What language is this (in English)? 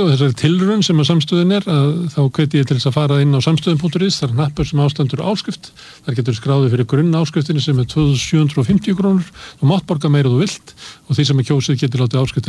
Icelandic